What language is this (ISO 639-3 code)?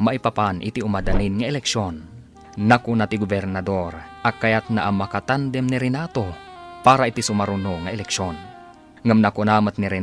ilo